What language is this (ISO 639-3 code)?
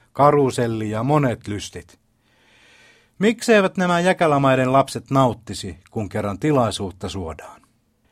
fin